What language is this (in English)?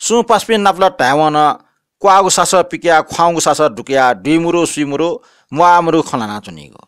Newari